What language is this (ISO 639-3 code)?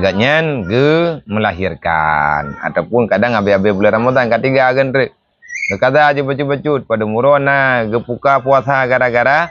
ace